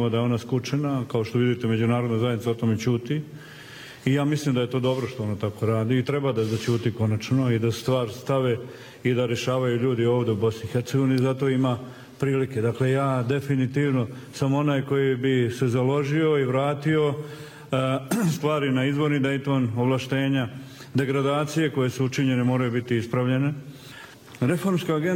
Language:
Bosnian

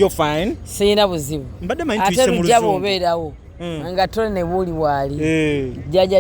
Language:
Ganda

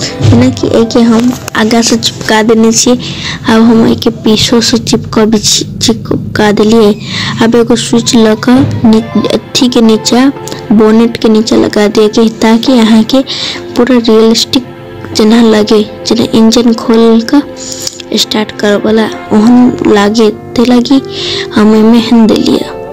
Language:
Maithili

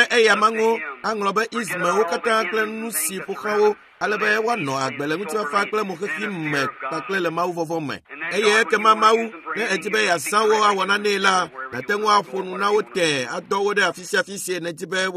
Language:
Ewe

